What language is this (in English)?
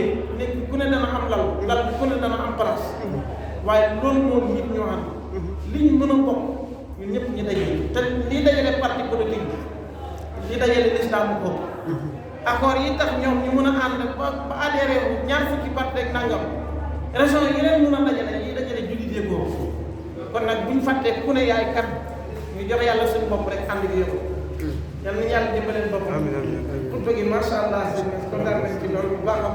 Wolof